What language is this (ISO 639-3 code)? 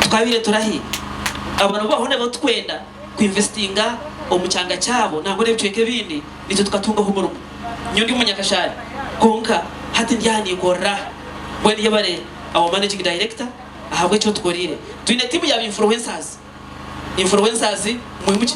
nyn